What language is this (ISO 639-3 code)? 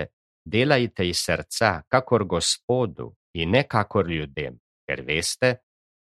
slv